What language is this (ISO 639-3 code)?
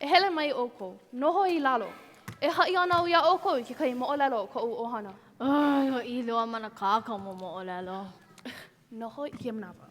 haw